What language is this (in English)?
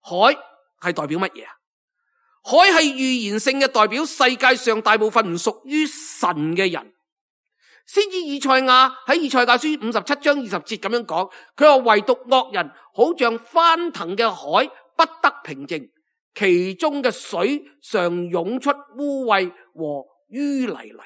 Cantonese